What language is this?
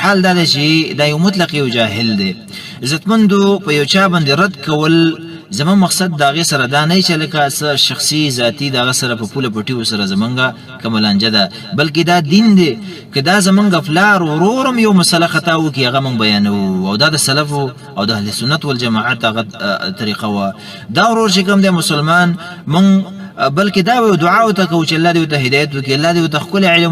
Pashto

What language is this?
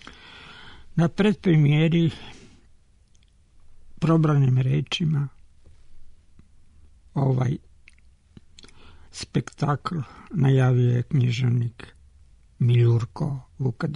Serbian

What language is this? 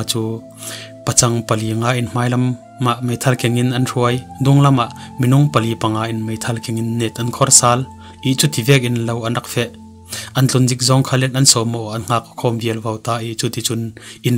Falam Chin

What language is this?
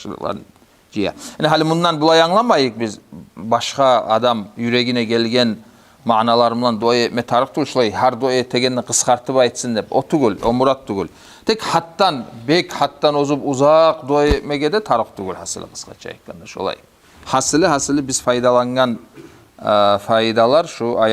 Kumyk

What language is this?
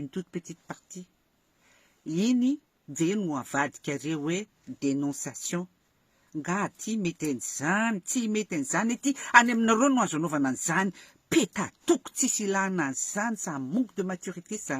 Malagasy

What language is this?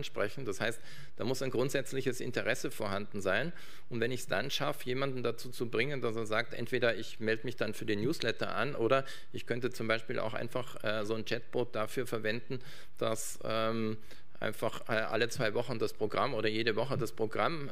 German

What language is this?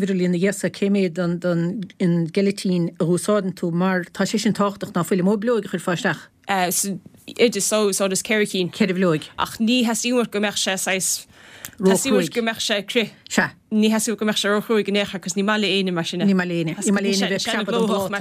Irish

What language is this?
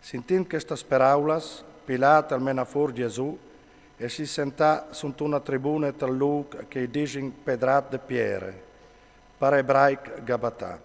Friulian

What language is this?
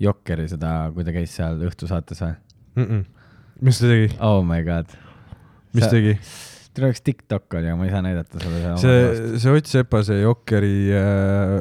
Estonian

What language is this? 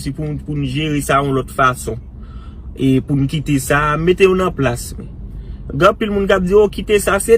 Haitian Creole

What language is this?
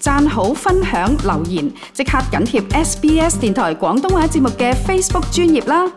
Cantonese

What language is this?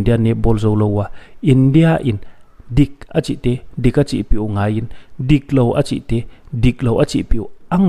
Paite Chin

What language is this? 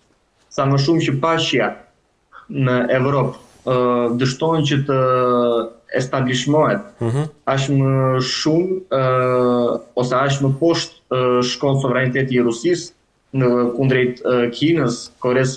Albanian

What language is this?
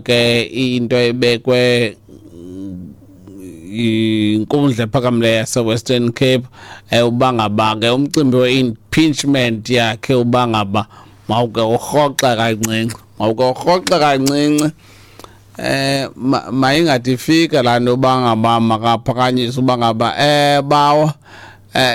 Xhosa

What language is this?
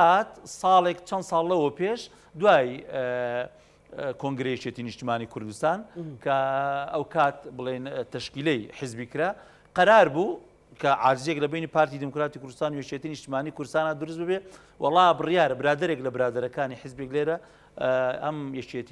Central Kurdish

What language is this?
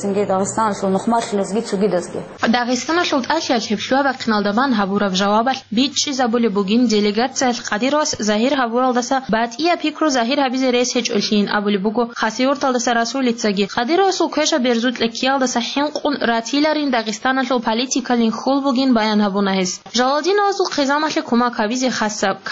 Avaric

